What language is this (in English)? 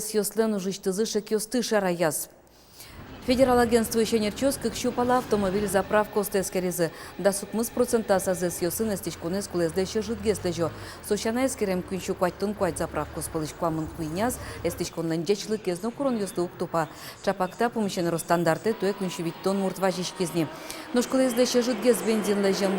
Udmurt